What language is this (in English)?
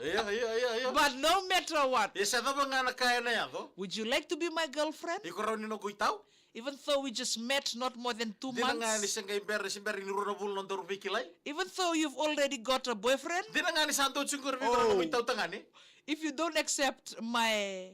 Fijian